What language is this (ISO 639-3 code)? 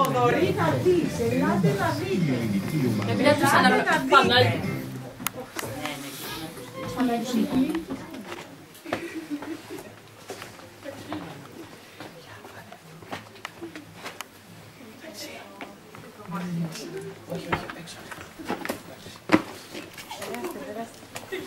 ell